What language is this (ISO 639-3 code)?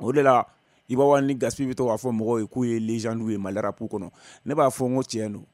bam